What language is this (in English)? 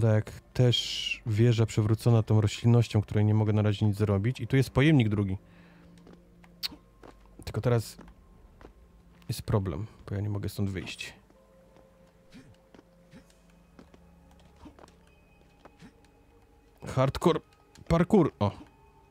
Polish